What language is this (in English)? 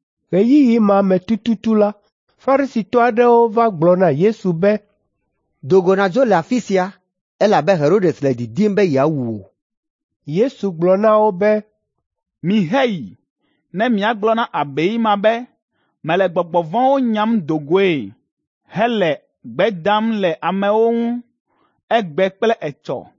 Ewe